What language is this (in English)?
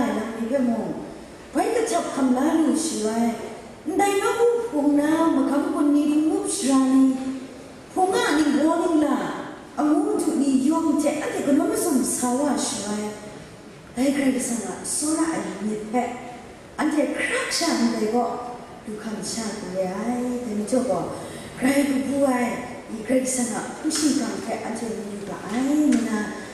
Kachin